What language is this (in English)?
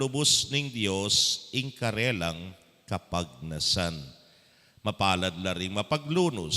Pampanga